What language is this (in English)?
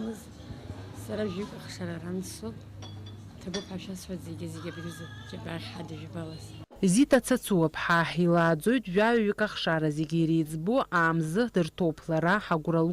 Abkhazian